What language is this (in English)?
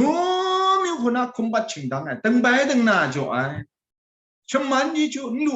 Kachin